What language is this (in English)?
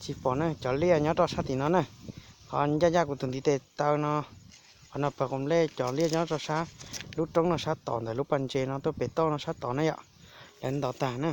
Hmong